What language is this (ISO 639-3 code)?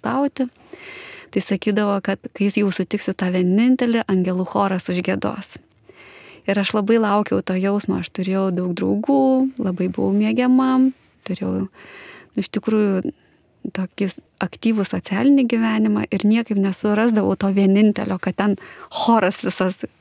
lit